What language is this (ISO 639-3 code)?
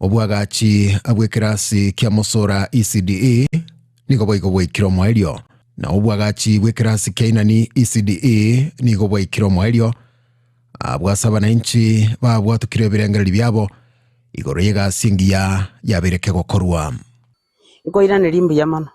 guz